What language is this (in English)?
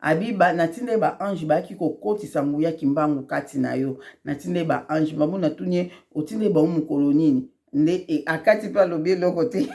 Lingala